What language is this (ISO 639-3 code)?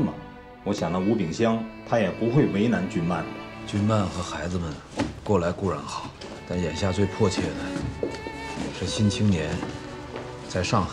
zho